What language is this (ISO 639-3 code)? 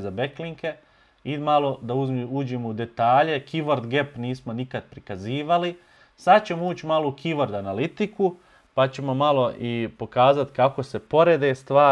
bos